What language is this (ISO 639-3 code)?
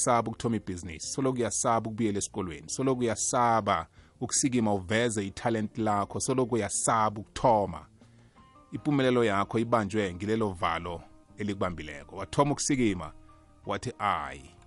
nbl